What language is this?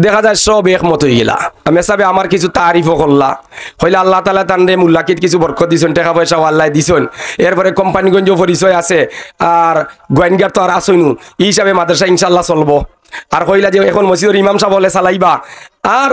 Sylheti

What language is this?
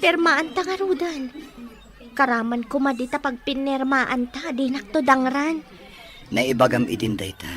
Iloko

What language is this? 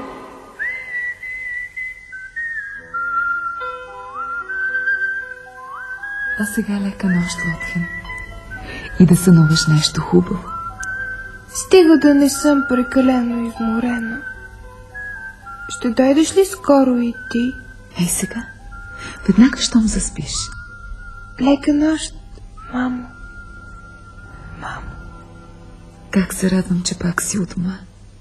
Bulgarian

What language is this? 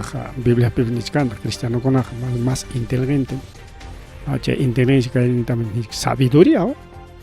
Ayacucho Quechua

